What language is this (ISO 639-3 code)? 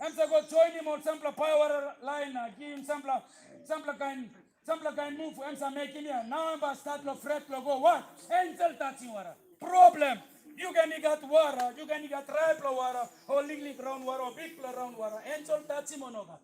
tpi